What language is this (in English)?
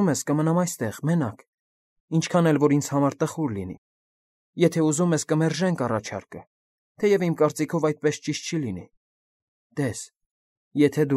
Armenian